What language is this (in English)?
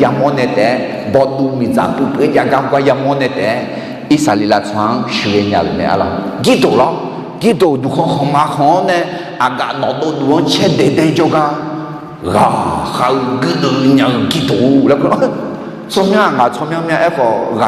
Akha